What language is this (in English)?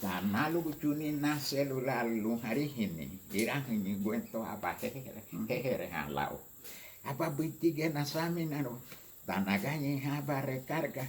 Garifuna